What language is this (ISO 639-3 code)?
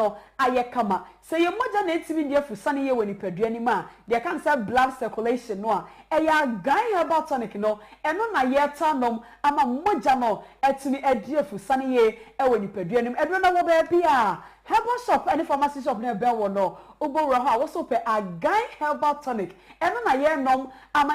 aka